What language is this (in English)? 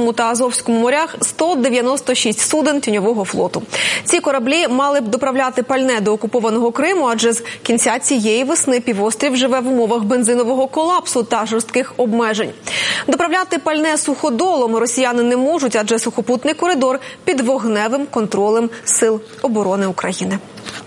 Ukrainian